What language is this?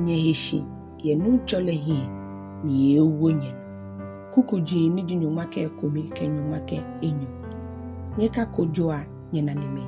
Ga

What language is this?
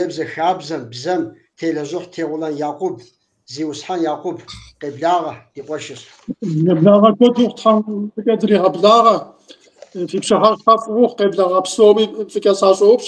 Kabardian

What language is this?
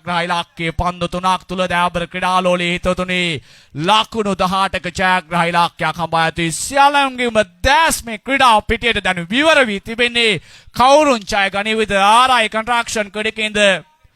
Sinhala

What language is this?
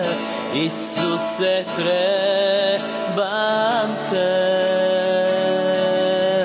Croatian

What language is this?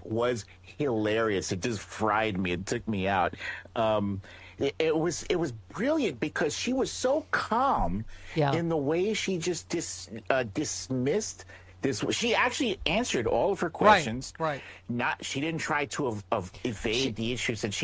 English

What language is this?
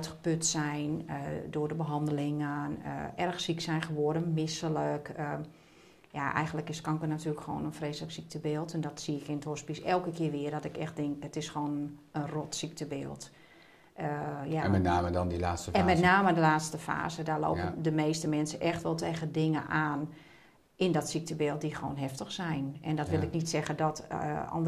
Dutch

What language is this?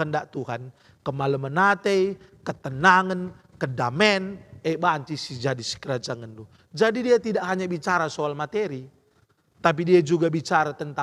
Batak Karo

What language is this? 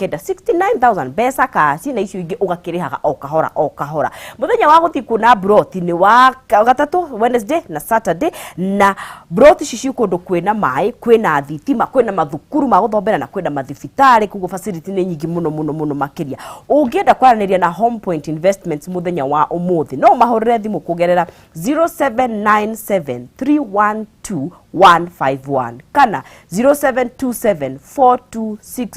Kikuyu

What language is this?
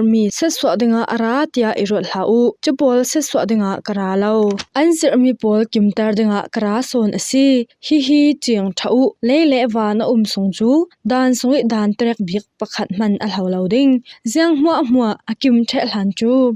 Falam Chin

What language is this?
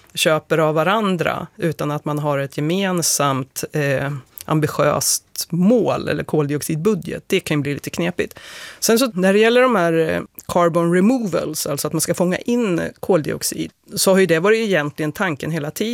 Swedish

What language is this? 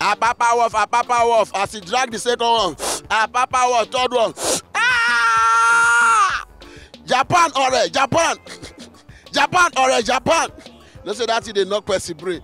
Nigerian Pidgin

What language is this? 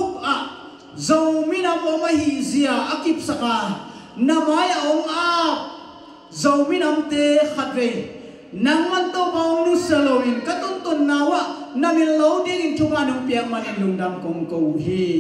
Tedim Chin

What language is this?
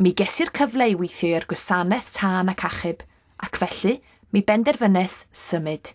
Welsh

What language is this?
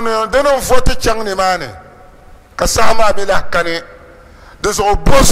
Dagbani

